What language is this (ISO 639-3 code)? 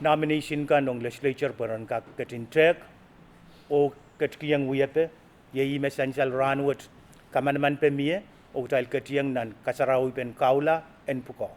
pon